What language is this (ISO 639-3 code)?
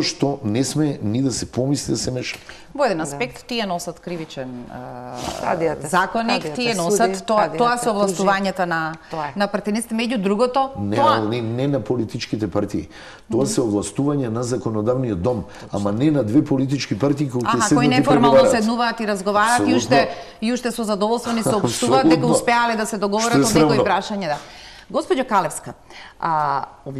mkd